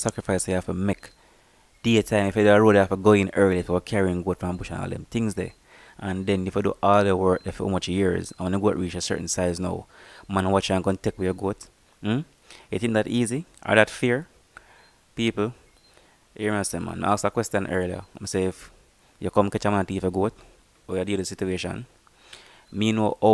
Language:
Jamaican Creole English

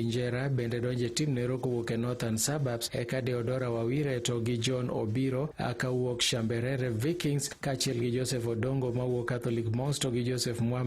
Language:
Luo (Kenya and Tanzania)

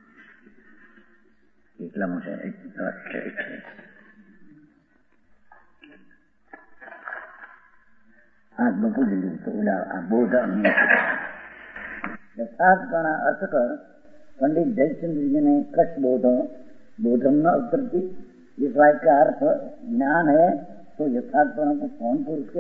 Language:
Gujarati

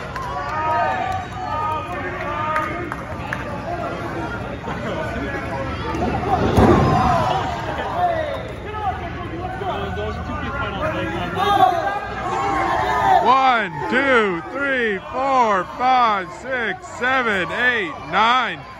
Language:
English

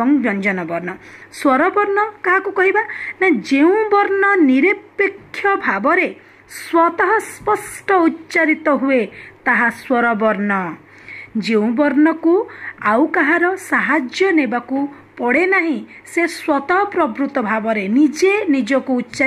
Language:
Odia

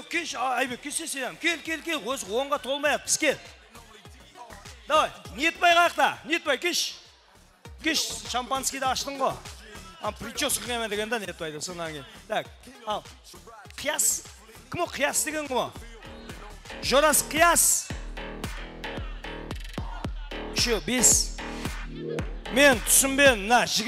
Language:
Kara-Kalpak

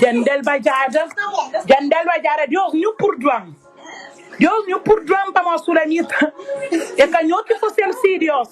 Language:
Kabuverdianu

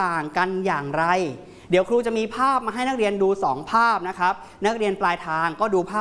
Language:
Thai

